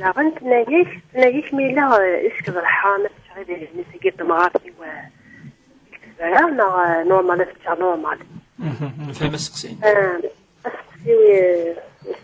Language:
Kabyle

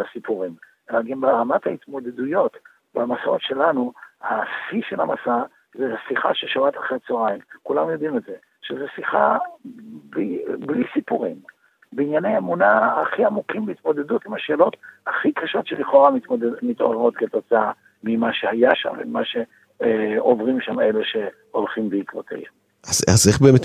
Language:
Hebrew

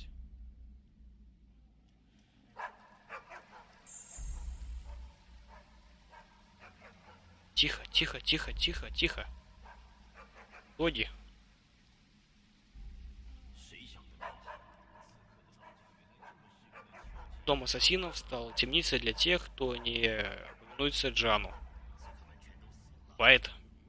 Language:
Russian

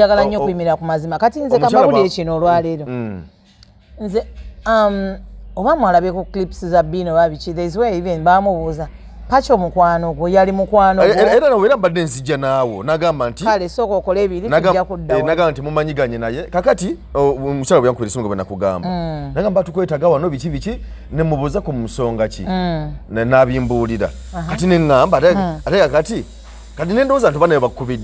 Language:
Ganda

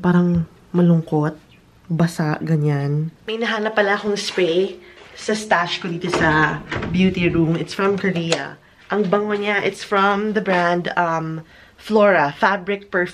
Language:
Filipino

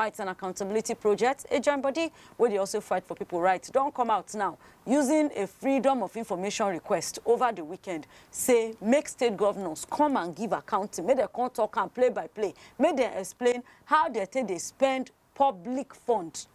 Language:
Nigerian Pidgin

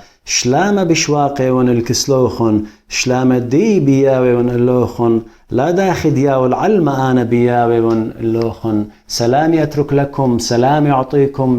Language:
Assyrian Neo-Aramaic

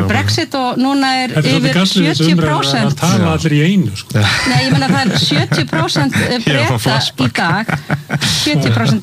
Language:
Icelandic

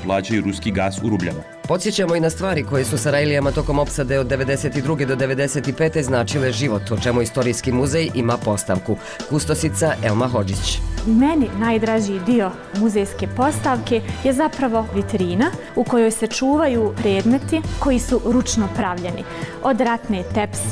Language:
Bosnian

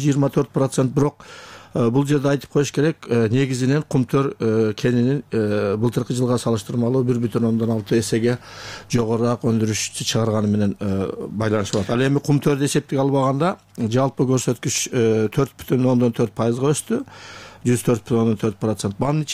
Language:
Kyrgyz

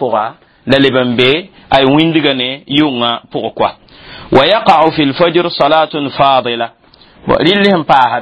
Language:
Mossi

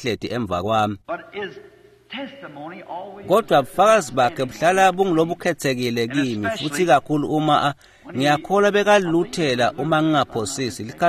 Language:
Swati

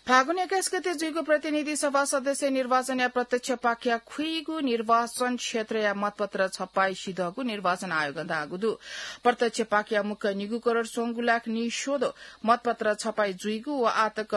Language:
Newari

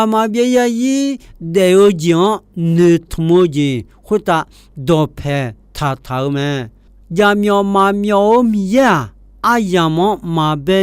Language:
Akha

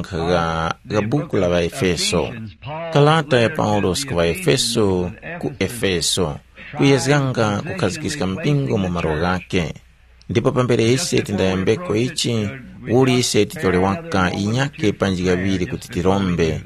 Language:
Tumbuka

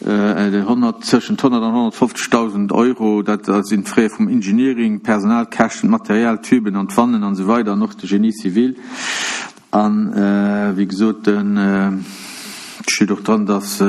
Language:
Luxembourgish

